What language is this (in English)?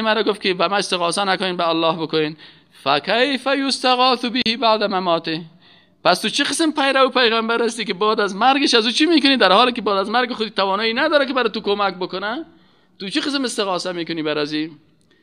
Persian